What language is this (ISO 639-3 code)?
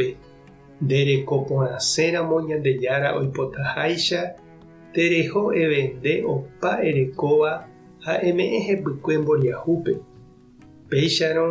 grn